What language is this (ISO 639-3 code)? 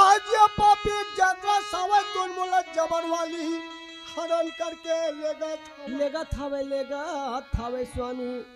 hne